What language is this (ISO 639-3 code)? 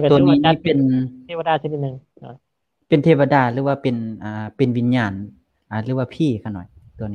lao